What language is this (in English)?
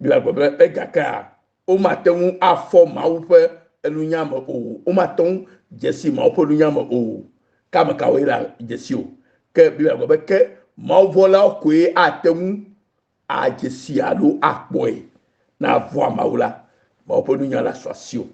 Ewe